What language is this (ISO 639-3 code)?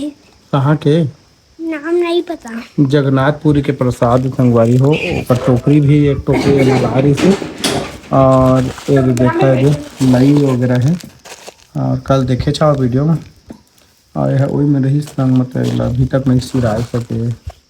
hne